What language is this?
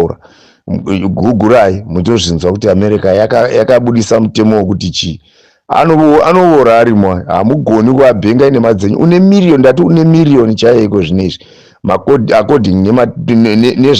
Shona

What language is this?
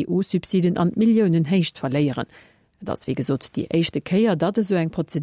Luxembourgish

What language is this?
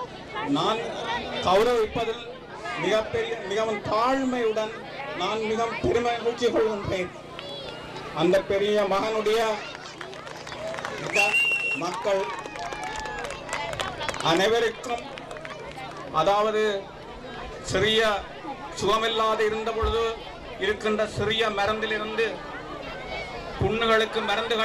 Tamil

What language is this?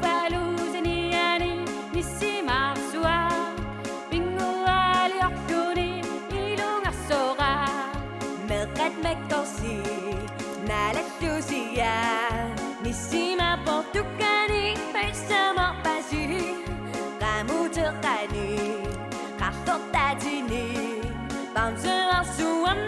Kalaallisut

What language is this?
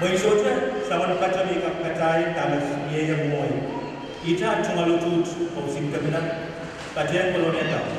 Pohnpeian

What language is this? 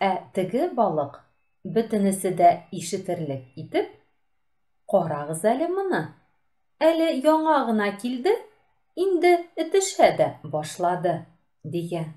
Tatar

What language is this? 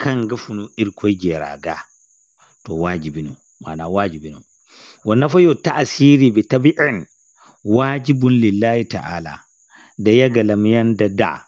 Zarma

